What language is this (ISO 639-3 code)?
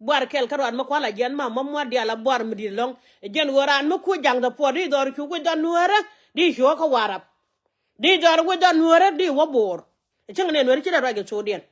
nus